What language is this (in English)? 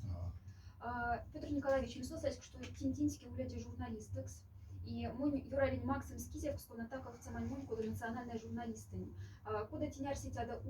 Moksha